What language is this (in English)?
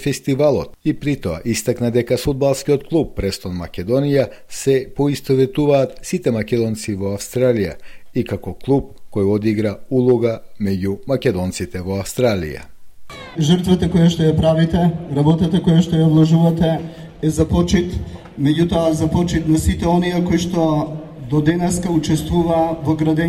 Macedonian